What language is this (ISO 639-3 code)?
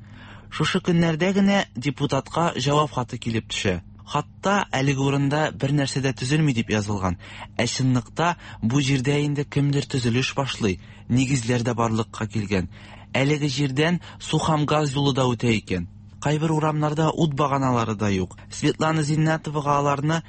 tat